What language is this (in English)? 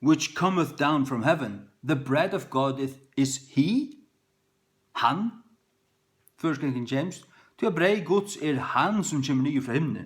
Faroese